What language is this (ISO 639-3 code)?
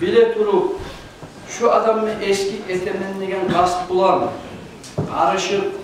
kum